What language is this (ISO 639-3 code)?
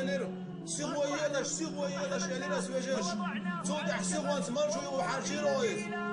che